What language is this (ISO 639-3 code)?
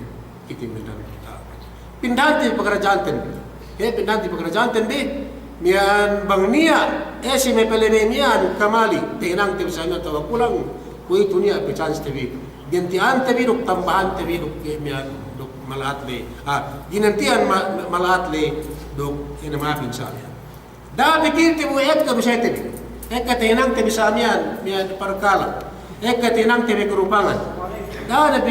yka